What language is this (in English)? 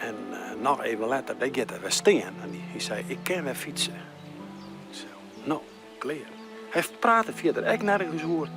Western Frisian